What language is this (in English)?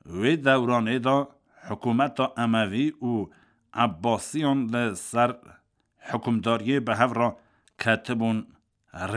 Kurdish